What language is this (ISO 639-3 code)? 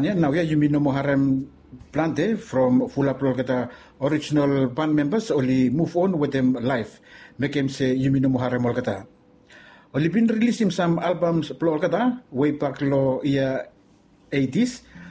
bis